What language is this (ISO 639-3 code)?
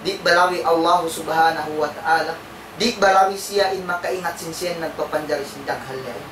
tsg